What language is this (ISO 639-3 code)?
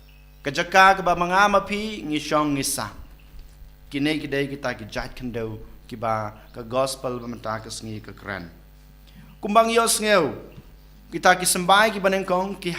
kha